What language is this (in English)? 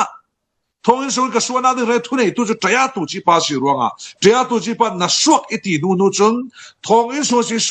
Falam Chin